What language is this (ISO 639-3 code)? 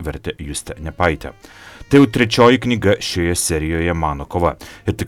lit